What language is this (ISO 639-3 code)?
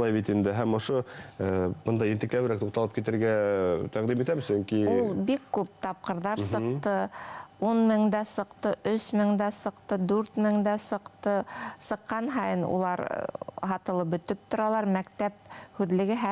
bak